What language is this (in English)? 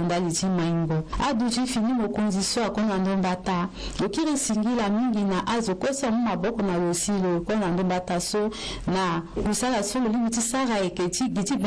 Sango